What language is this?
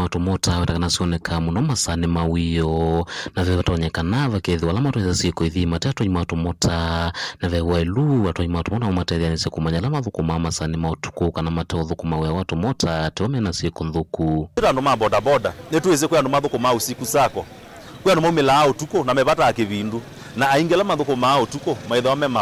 Kamba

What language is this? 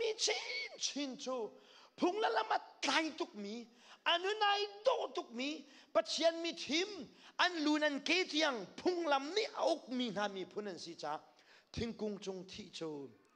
Hakha Chin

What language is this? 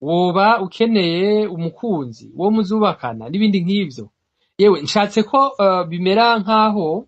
Rundi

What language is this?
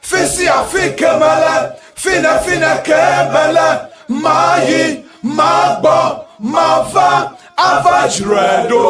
Ewe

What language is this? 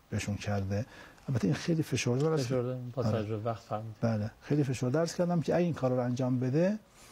Persian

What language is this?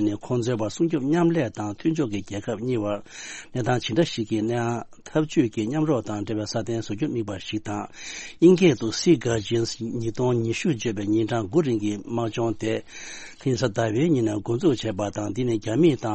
Tibetan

